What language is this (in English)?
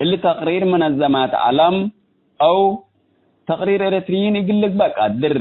Tigre